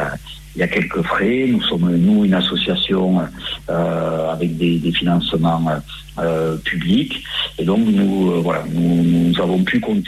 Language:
French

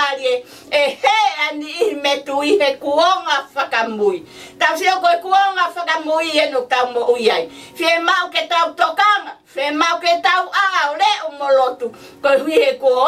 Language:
Tongan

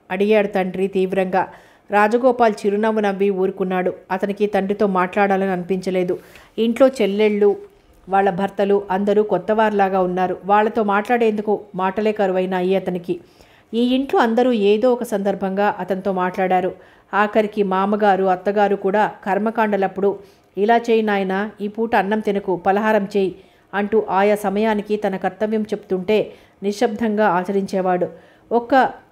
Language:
Telugu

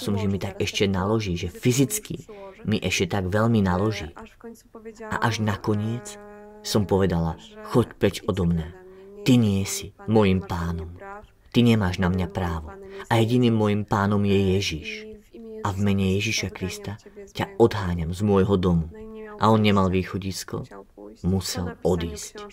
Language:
Slovak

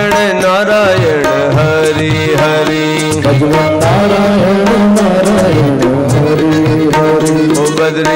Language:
Gujarati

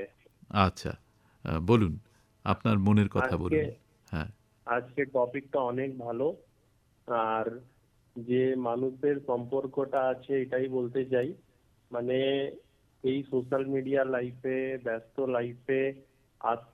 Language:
Bangla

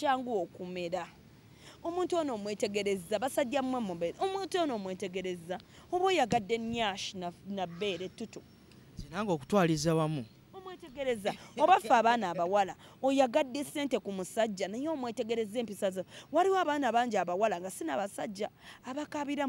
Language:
Ganda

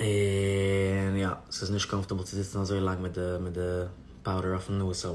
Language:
Yiddish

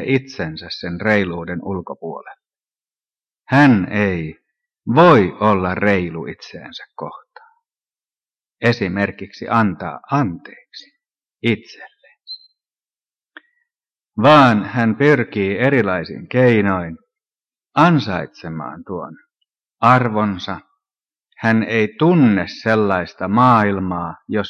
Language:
Finnish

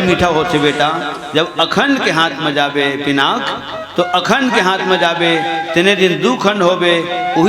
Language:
Chhattisgarhi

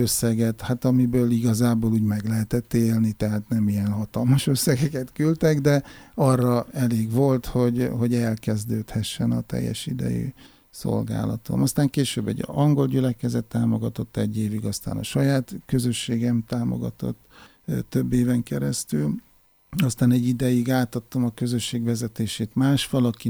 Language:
Hungarian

